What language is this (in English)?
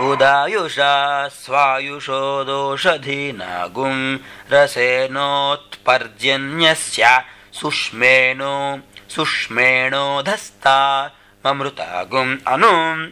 Sanskrit